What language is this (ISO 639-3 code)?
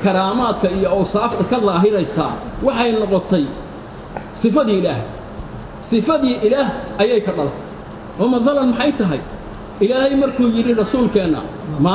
som